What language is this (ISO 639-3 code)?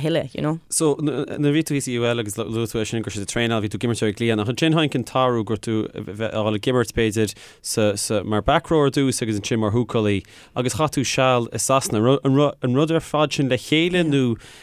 gle